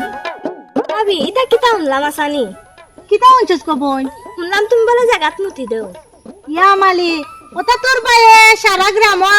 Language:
Sylheti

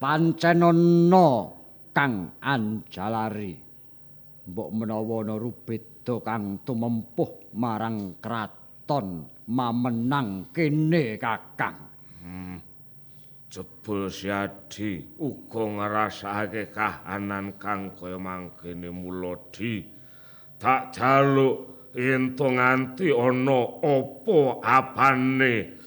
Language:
Javanese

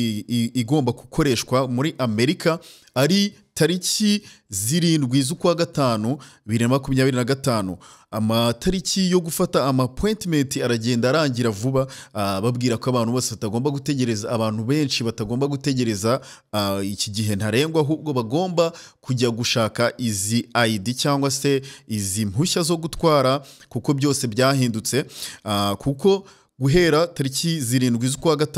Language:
Kinyarwanda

